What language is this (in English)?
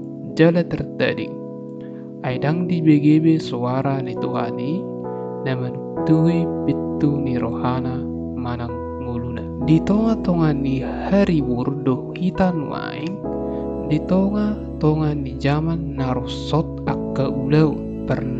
Batak Toba